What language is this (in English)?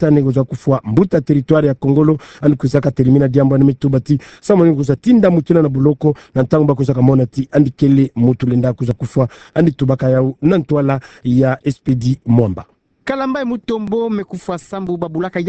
Kituba (Democratic Republic of Congo)